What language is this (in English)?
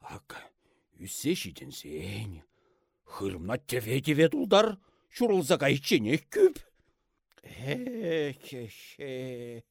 Chuvash